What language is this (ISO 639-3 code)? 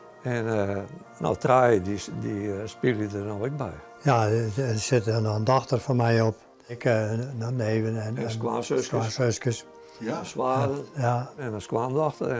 fry